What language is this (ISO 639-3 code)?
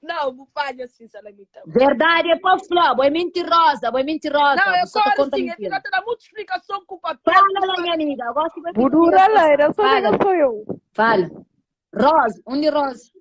kea